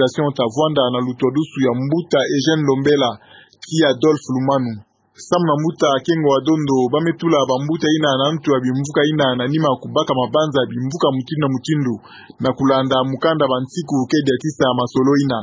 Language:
Kituba (Democratic Republic of Congo)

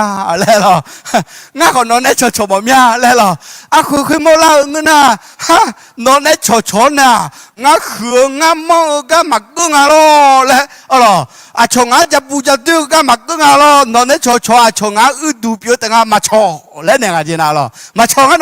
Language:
Akha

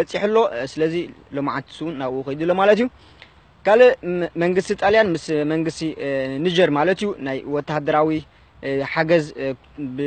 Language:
Tigrinya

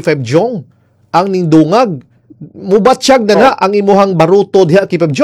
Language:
Cebuano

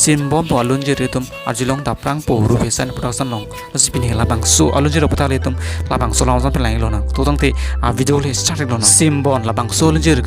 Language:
Karbi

